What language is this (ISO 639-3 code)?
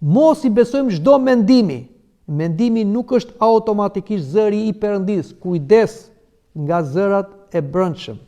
sqi